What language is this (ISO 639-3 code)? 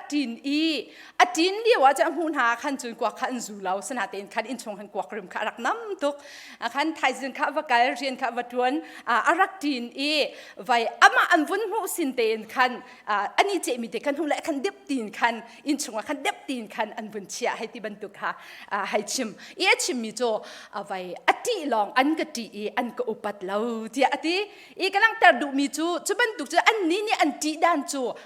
cnh